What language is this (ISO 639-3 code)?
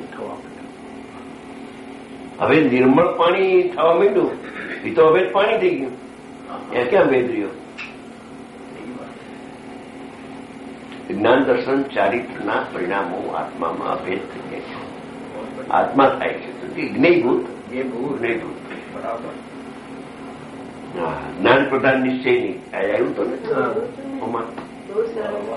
guj